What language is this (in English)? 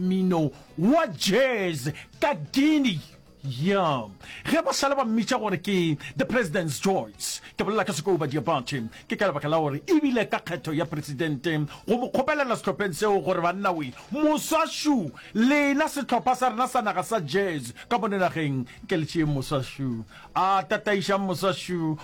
Northern Sotho